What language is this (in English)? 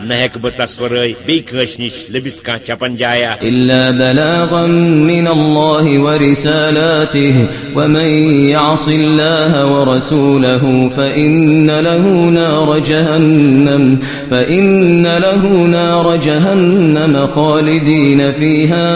Kashmiri